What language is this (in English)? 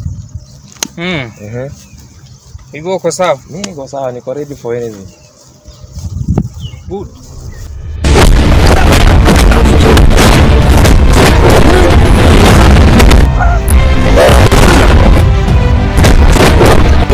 Swahili